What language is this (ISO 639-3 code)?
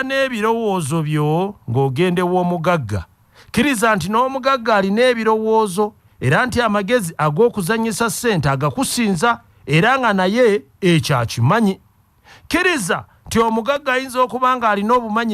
lug